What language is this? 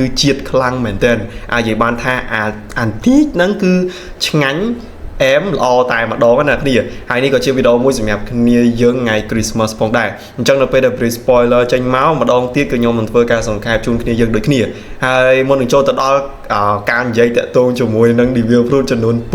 Khmer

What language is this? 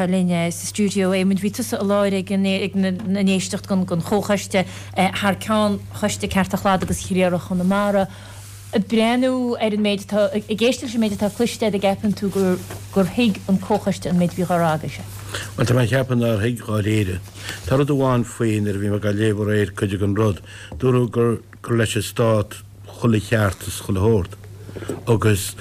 Irish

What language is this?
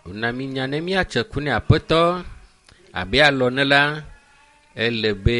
Ewe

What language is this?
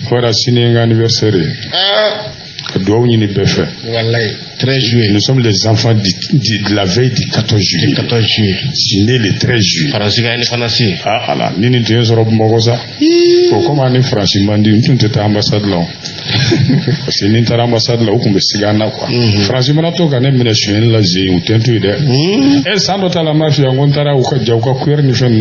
Bambara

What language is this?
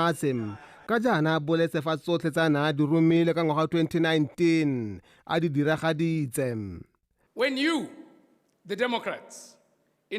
Tswana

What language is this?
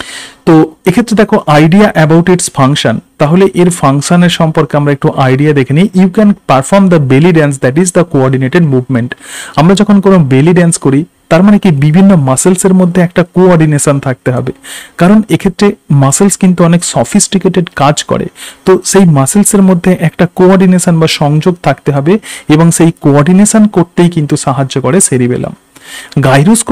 Bangla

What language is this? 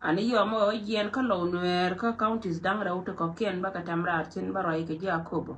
Nuer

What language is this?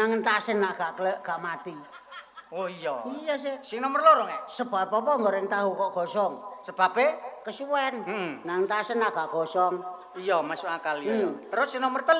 Javanese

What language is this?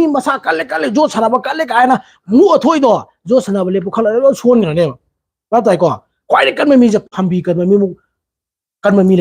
Manipuri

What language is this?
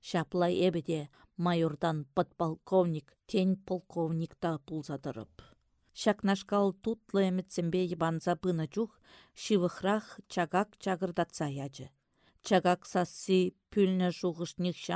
Chuvash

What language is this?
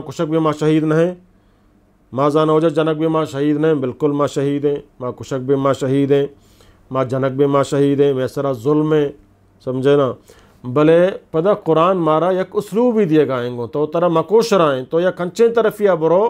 Eastern Balochi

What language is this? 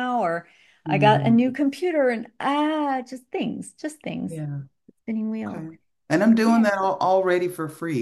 English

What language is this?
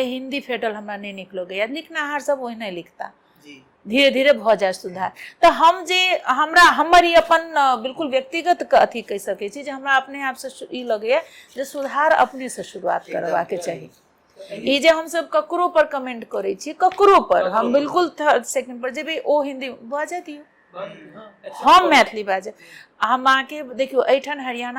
Maithili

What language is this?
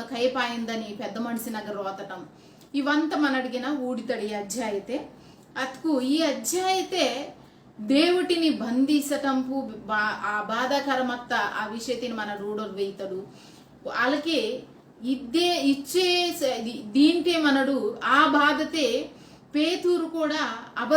Koya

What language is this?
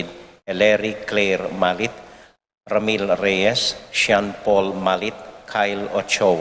Pampanga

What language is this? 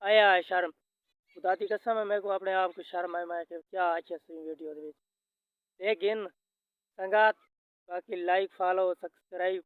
Saraiki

